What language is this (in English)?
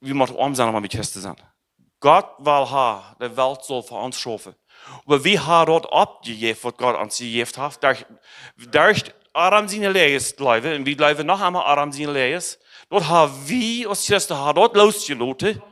Plautdietsch